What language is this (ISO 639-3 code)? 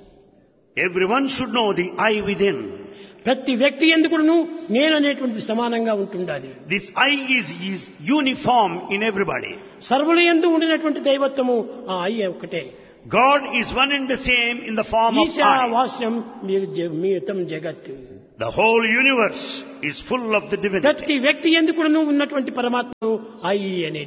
tel